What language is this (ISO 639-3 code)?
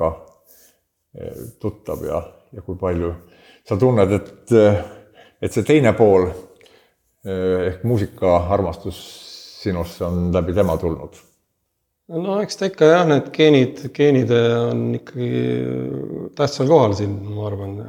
est